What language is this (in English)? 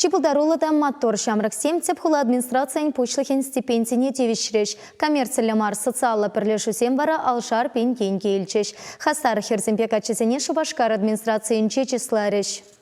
Chuvash